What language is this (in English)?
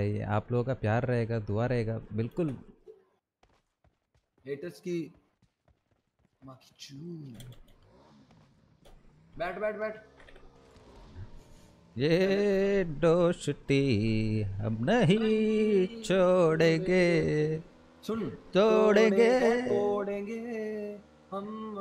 Hindi